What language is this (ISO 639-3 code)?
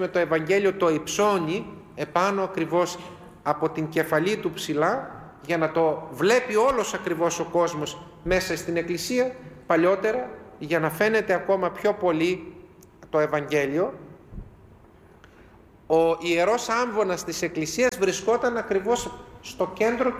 ell